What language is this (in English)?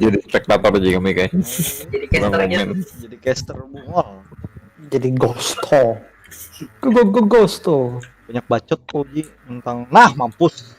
Banjar